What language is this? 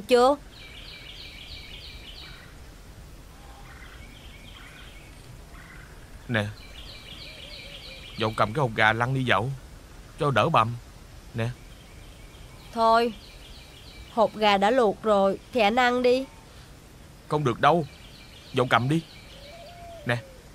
Vietnamese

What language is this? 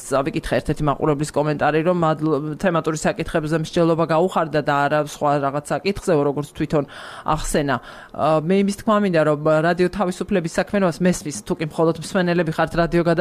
Georgian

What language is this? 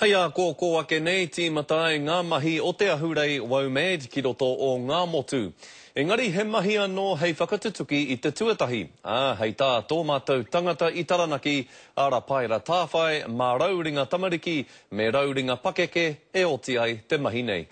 Māori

